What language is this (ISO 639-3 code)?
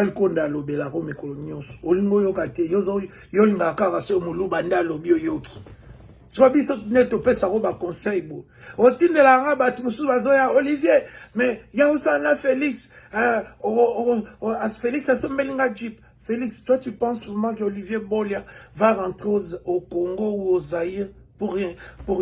lin